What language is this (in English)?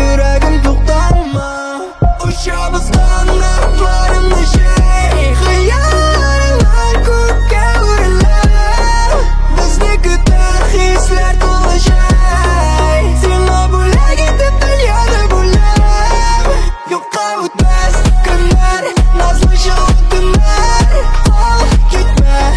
Kazakh